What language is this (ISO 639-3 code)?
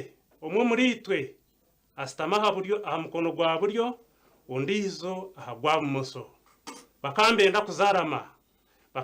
nyn